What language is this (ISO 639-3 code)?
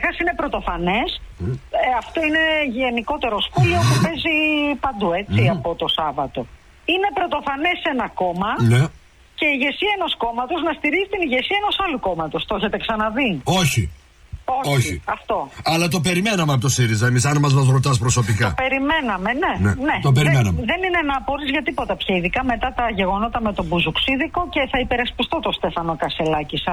ell